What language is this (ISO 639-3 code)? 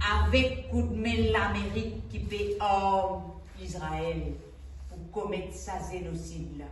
mfe